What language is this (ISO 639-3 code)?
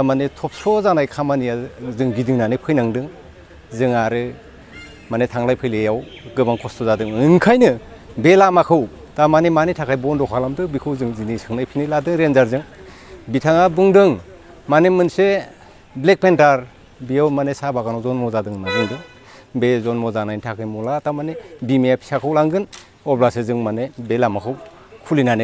brx